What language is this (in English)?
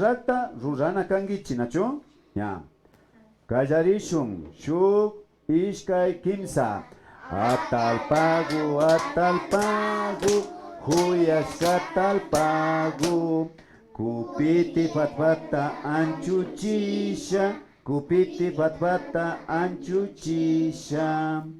Imbabura Highland Quichua